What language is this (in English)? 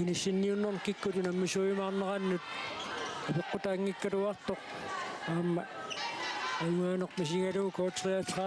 Kalaallisut